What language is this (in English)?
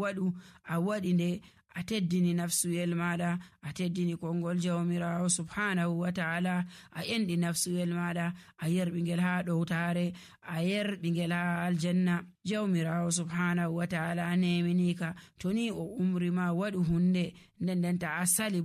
Nigerian Fulfulde